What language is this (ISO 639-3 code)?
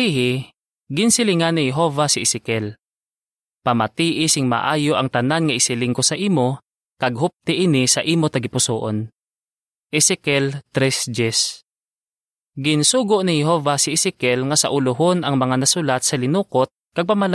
hil